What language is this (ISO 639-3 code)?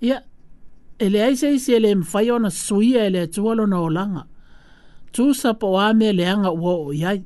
smo